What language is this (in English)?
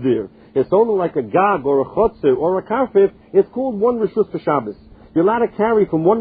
English